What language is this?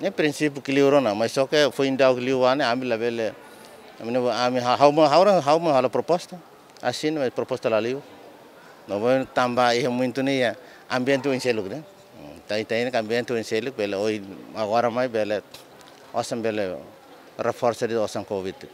Tetum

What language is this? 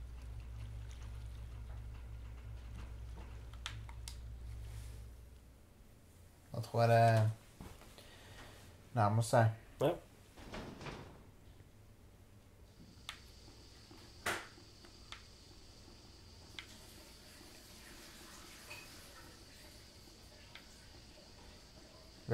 Norwegian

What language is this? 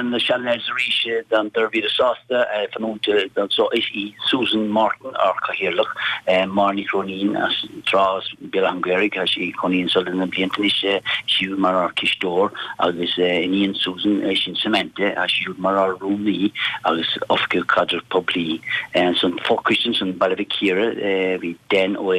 Irish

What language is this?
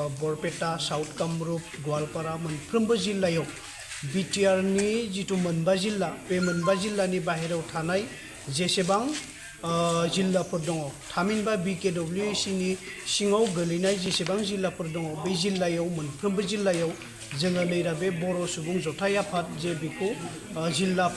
Bodo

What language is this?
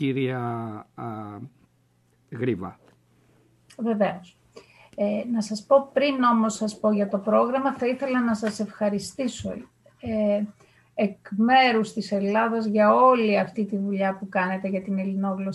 Greek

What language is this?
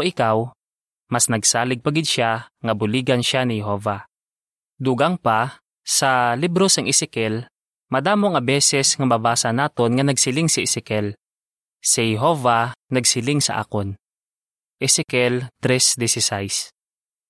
Hiligaynon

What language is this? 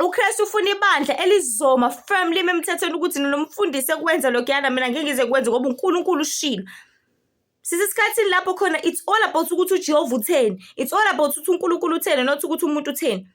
Zulu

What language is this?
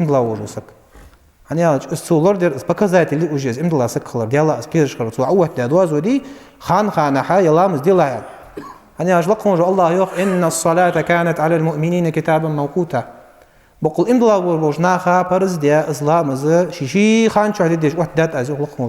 Ingush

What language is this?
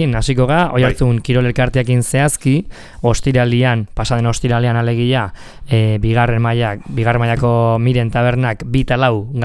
Basque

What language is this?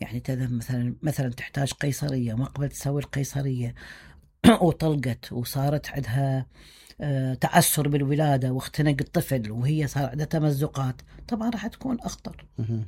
Mesopotamian Arabic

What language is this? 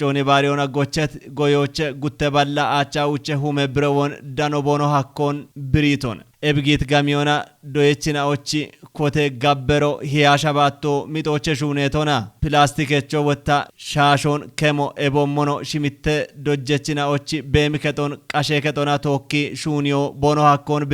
Kafa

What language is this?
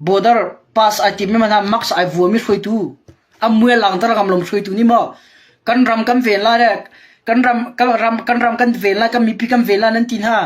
Hakha Chin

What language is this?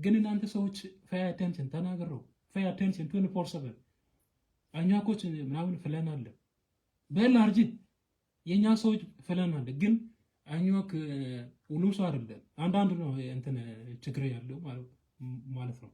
Nuer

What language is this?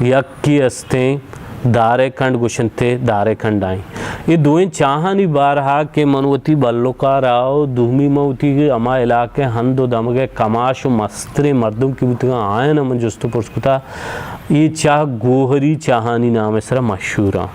Baluchi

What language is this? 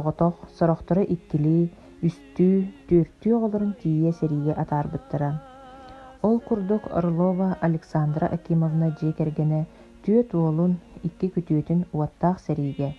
Yakut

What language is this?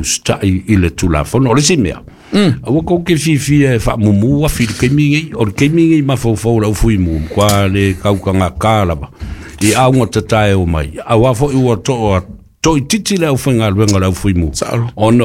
Samoan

